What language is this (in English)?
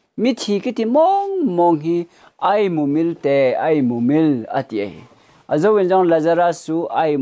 Thado Chin